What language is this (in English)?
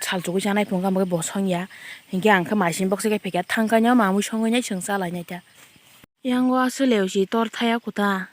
Kok Borok